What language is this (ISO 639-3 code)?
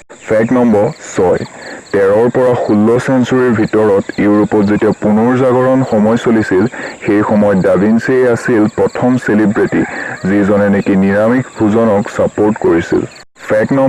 asm